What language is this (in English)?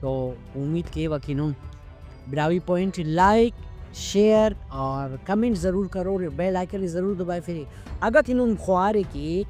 Brahui